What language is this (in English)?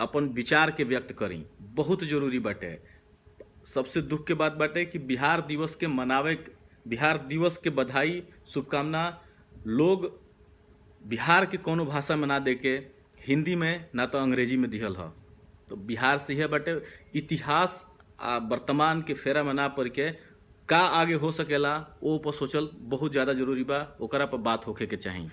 Bhojpuri